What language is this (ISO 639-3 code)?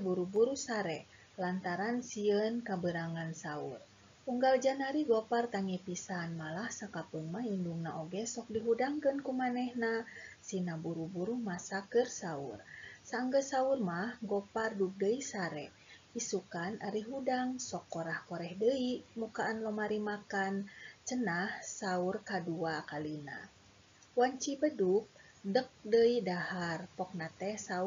sun